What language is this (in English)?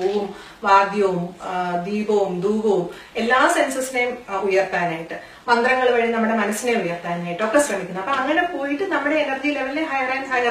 Malayalam